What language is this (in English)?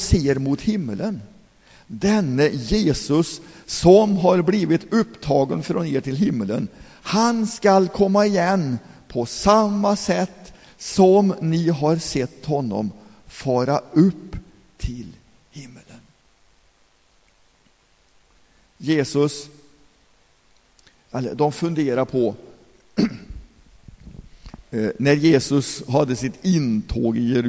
Swedish